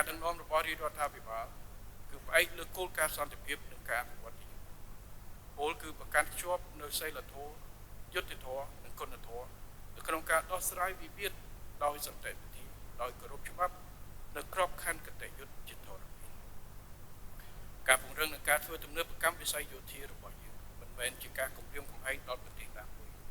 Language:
Khmer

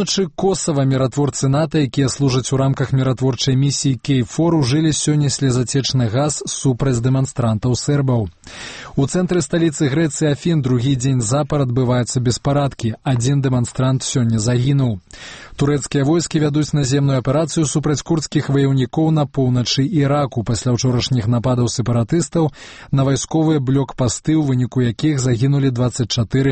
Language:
Belarusian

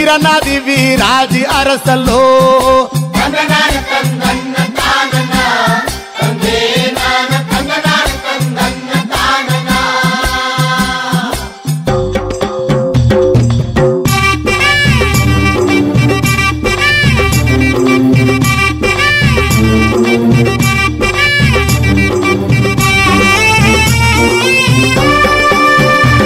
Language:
Kannada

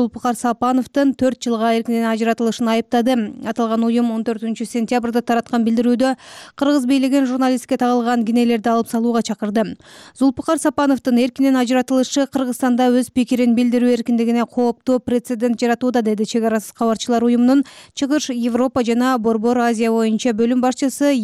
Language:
Kyrgyz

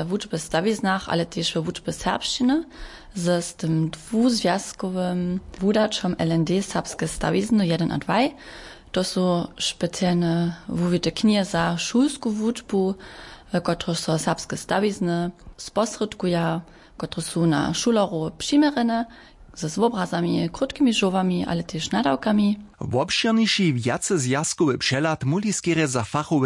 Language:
Upper Sorbian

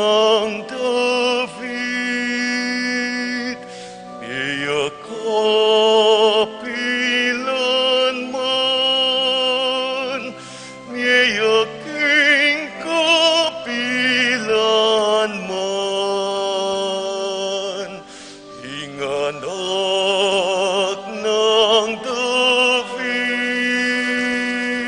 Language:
Pampanga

